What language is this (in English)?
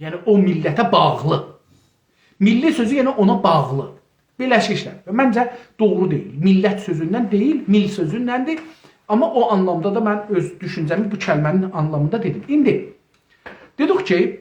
South Azerbaijani